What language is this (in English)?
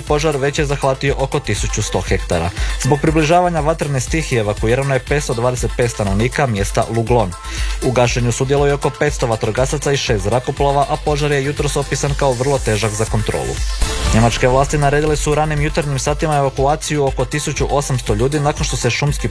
Croatian